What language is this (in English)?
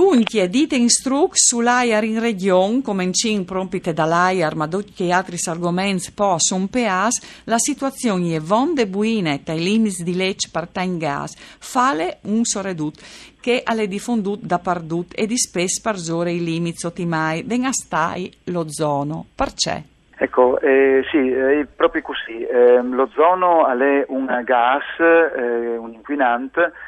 Friulian